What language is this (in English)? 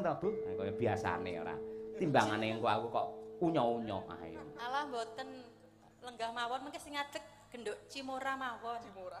Javanese